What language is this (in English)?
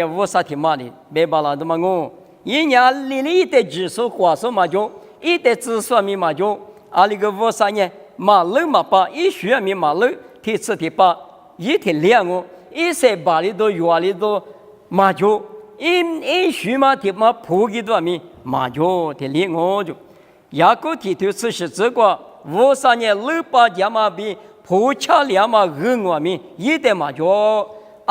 Lisu